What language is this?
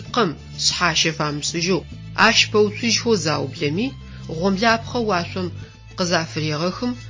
Adyghe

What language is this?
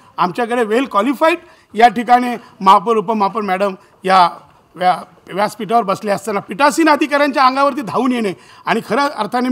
Marathi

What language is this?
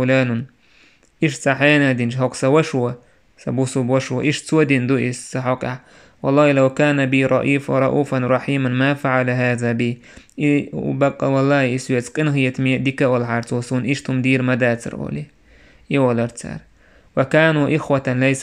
Chechen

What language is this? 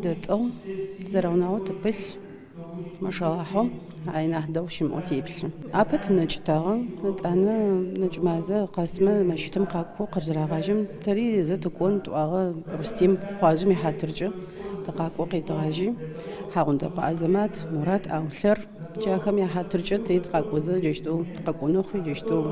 Adyghe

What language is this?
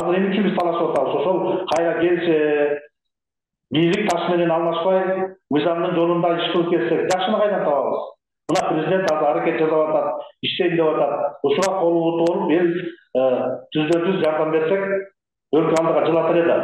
Kyrgyz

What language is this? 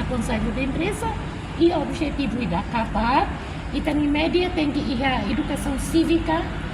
Tetum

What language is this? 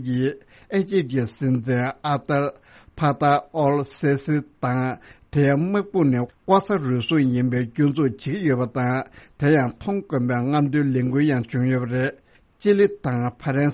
Tibetan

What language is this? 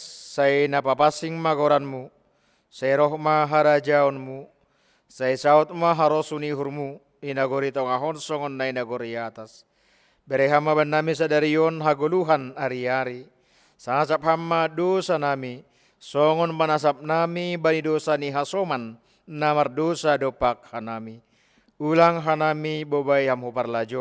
Batak Simalungun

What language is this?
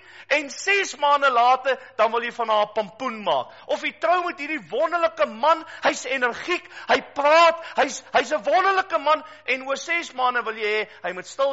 Afrikaans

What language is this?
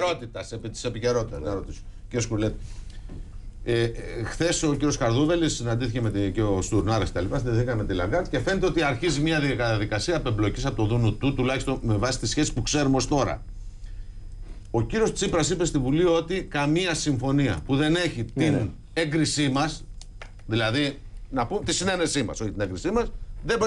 Greek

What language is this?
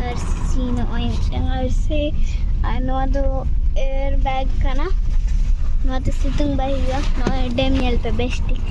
Santali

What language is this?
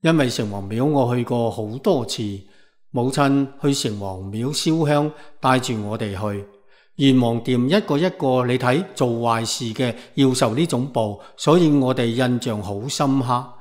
Cantonese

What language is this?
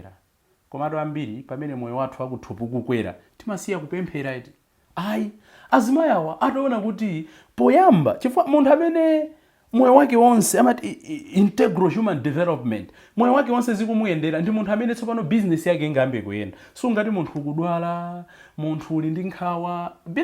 Nyanja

